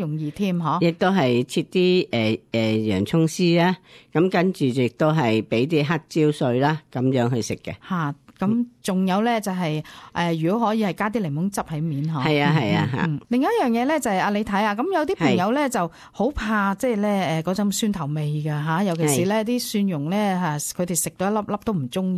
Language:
Cantonese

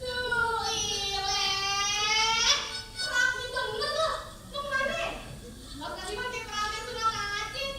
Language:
Betawi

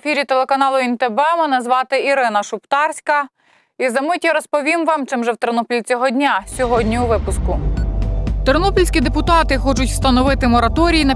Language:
Ukrainian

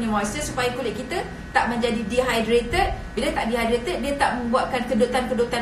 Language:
Malay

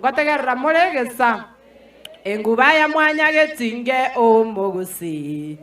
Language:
Gusii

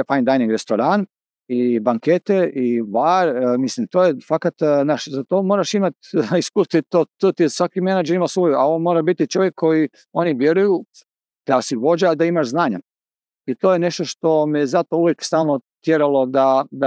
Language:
Croatian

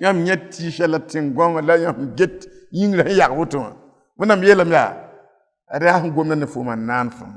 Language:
Mossi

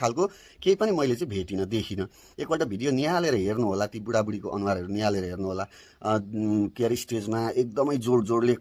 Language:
Nepali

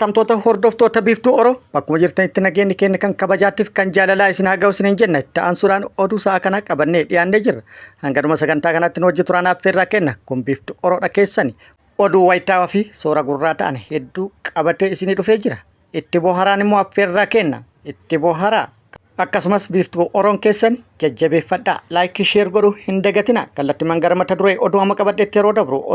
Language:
Oromo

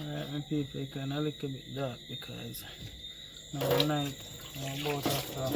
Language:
Jamaican Creole English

